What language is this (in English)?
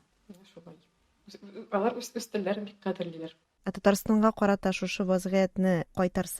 Tatar